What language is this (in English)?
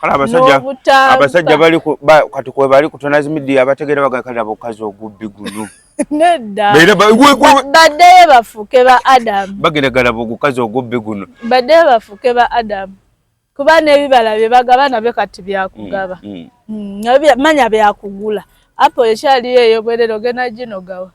Ganda